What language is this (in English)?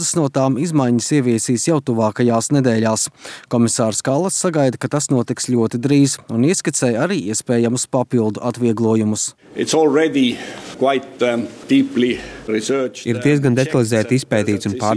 Latvian